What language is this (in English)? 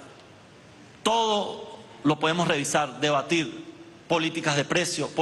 Spanish